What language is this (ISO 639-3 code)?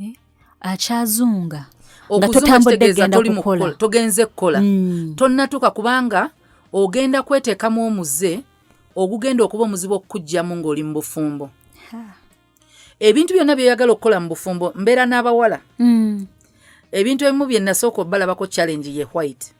lug